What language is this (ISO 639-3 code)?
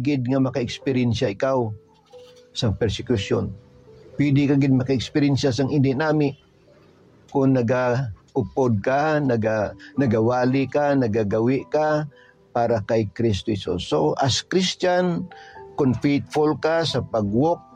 hil